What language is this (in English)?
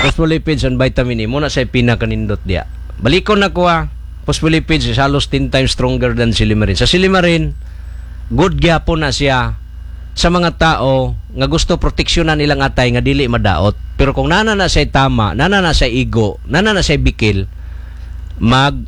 Cebuano